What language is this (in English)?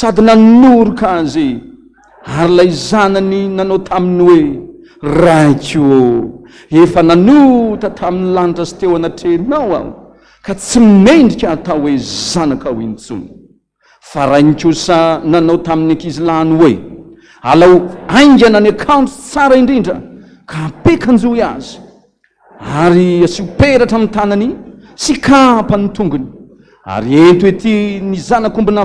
Malagasy